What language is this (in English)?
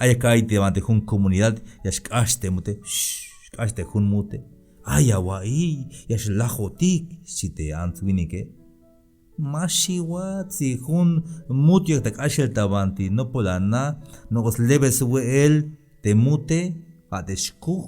Tzeltal